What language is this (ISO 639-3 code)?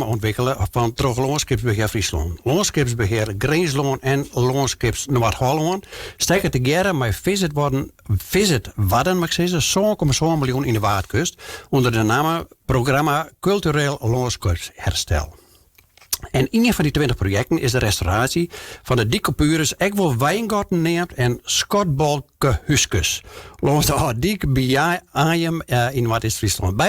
fry